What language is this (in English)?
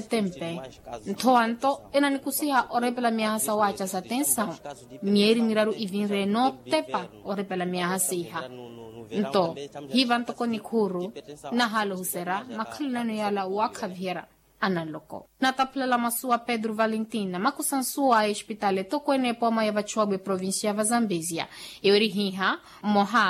Makhuwa